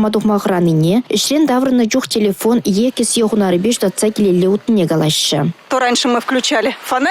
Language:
Chuvash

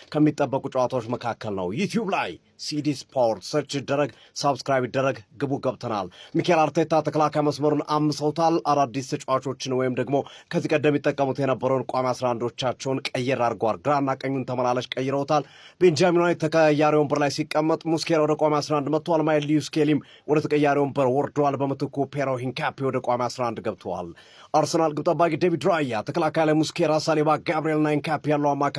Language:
Amharic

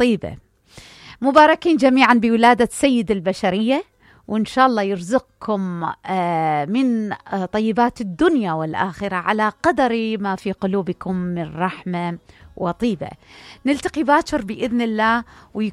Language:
Mesopotamian Arabic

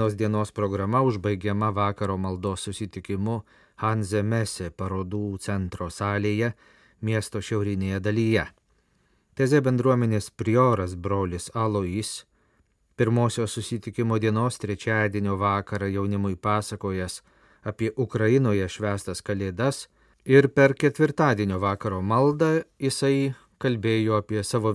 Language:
Lithuanian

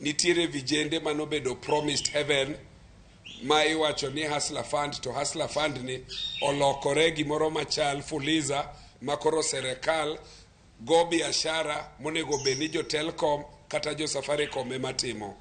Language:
Luo (Kenya and Tanzania)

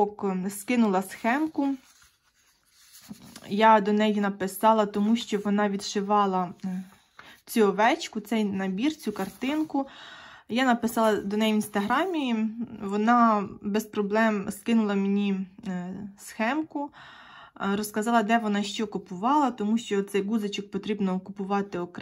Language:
Ukrainian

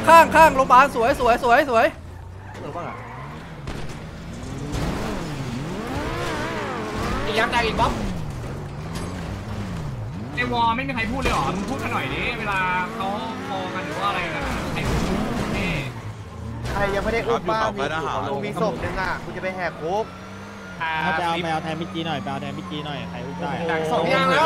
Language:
Thai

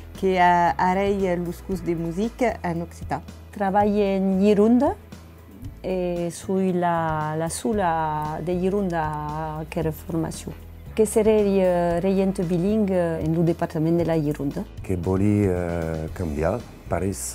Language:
Occitan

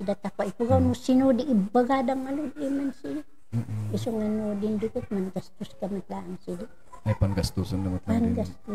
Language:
Kankanaey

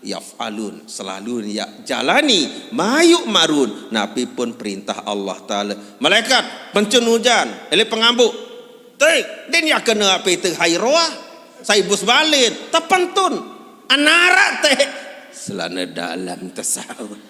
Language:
Sasak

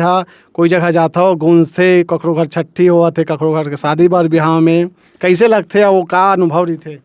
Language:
Chhattisgarhi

